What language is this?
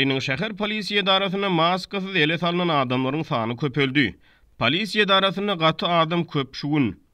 Turkmen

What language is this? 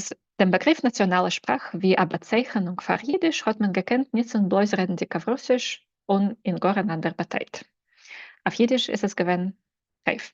Yiddish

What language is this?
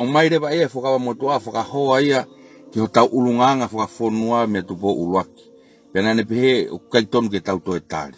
Tongan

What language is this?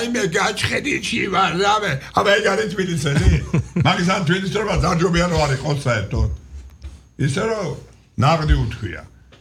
Georgian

